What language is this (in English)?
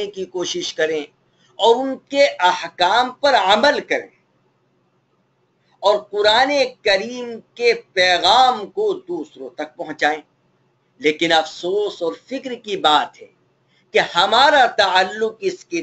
Urdu